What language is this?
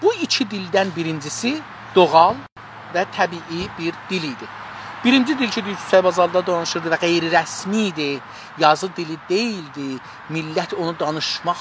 South Azerbaijani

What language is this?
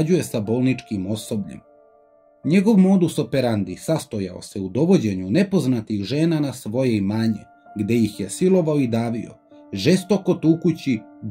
Serbian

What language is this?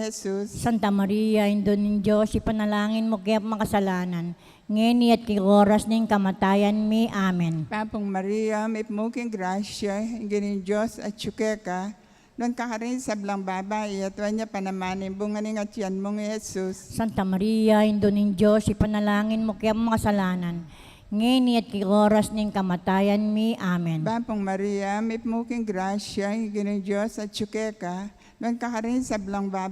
Pampanga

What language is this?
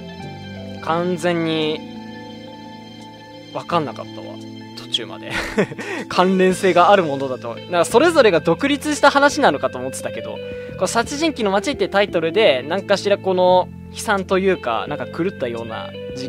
Japanese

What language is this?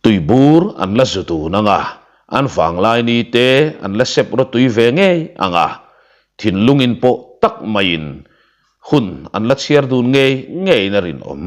Mizo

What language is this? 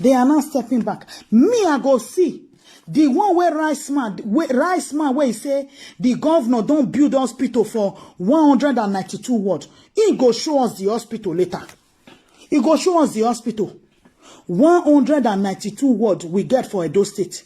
Nigerian Pidgin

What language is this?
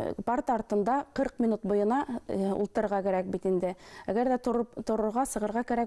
Bashkir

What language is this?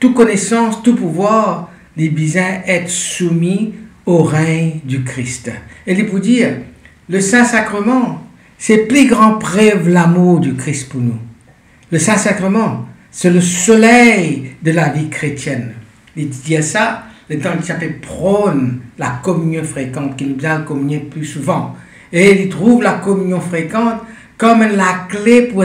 Morisyen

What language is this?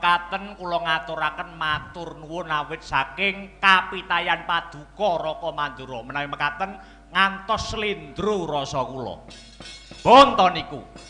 Javanese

